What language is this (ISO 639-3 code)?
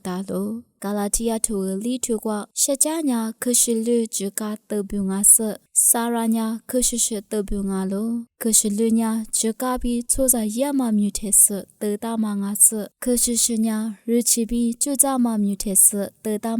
lis